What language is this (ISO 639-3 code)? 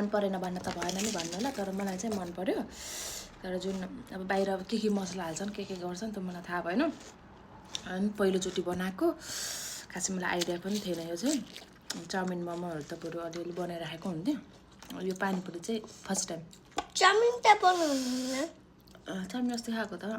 nep